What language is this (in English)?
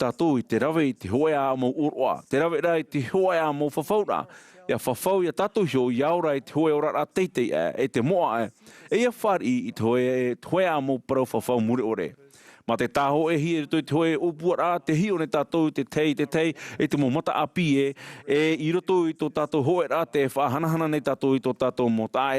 Tahitian